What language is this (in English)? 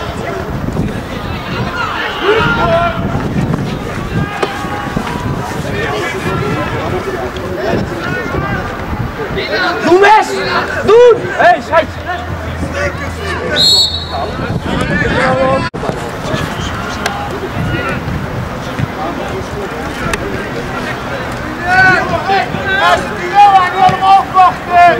Dutch